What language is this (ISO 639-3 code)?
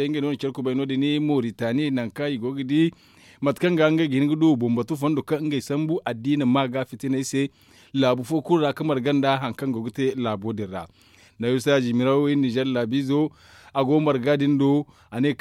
dje